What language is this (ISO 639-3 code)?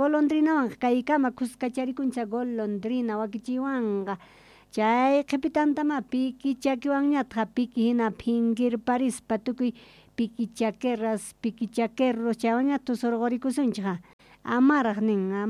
quh